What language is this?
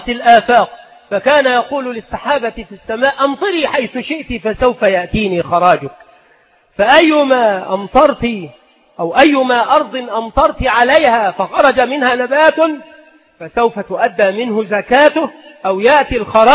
Arabic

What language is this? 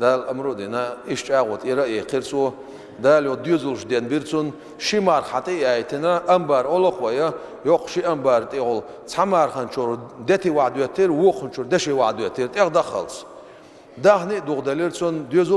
Chechen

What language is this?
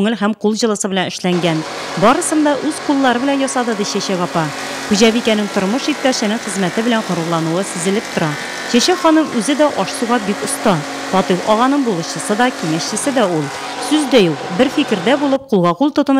Tatar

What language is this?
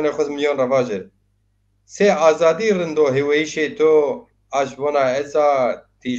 Zaza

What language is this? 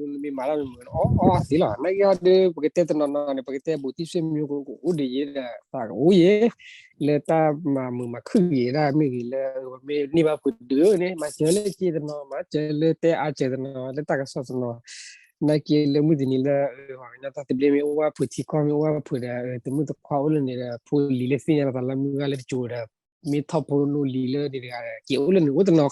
S'gaw Karen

